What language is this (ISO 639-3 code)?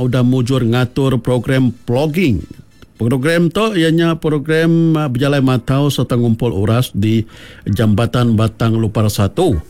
iba